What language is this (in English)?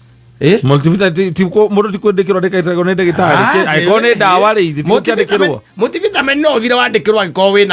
Kikuyu